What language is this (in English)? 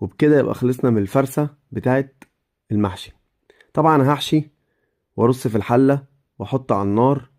Egyptian Arabic